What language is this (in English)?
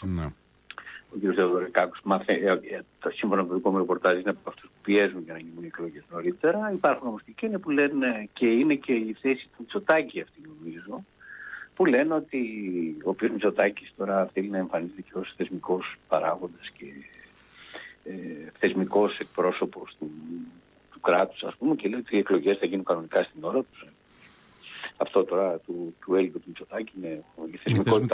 Greek